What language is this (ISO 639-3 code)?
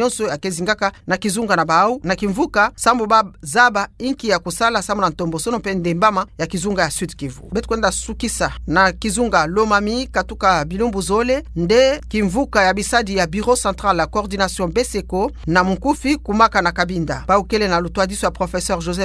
ktu